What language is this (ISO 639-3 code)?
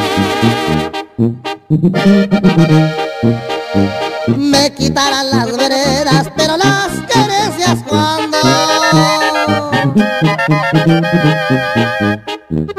spa